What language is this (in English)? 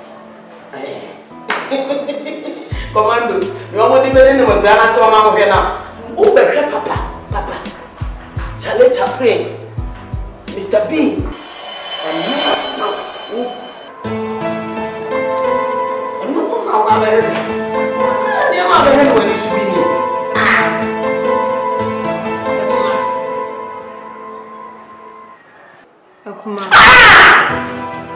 Akan